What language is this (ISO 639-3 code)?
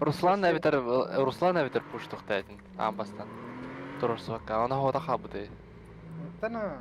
sah